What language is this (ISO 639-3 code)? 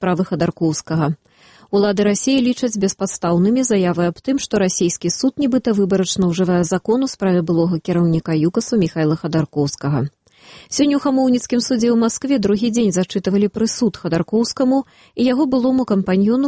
bel